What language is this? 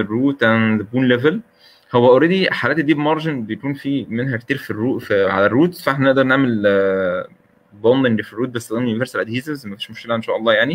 Egyptian Arabic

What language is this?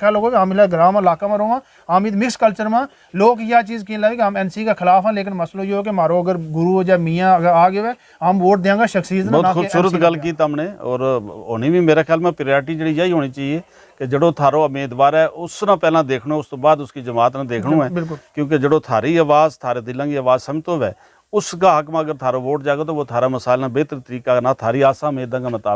Gujari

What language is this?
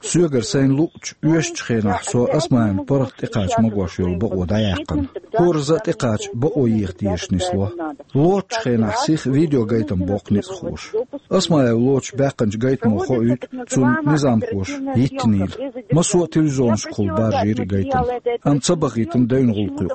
Chechen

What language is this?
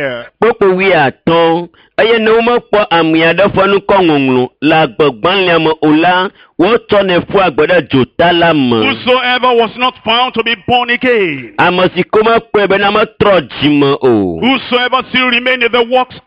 Ewe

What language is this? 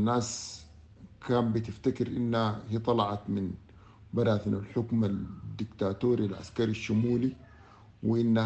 Sudanese Arabic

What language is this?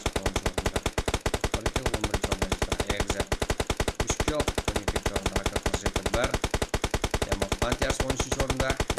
Kara-Kalpak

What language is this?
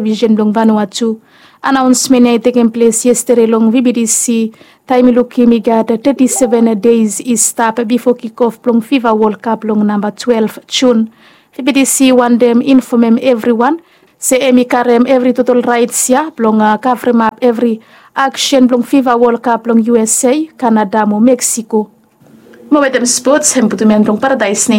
Bislama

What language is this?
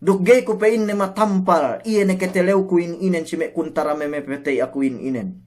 Yakan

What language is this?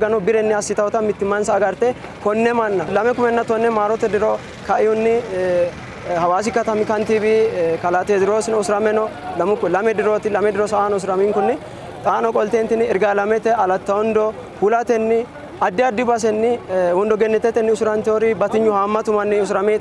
Sidamo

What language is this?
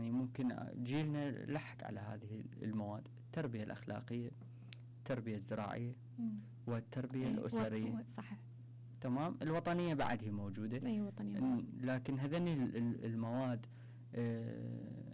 Mesopotamian Arabic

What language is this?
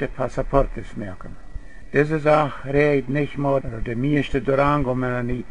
Plautdietsch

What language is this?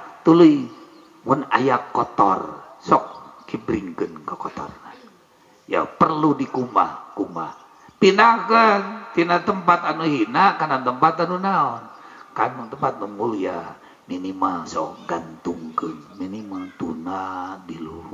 Sundanese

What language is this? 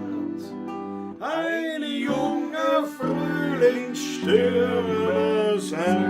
Bavarian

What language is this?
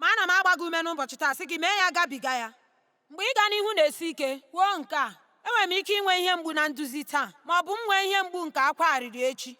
Igbo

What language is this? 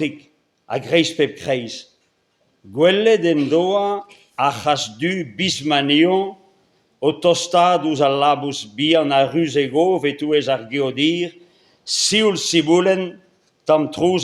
Breton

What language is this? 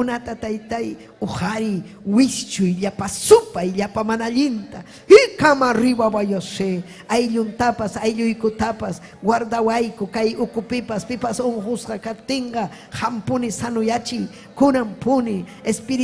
Ayacucho Quechua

